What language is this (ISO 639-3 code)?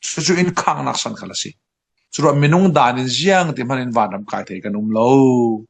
cfm